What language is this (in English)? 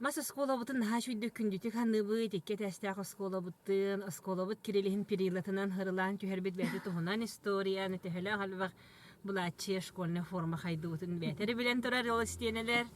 Yakut